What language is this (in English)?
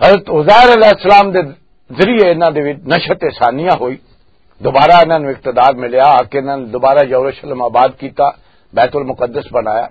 Western Panjabi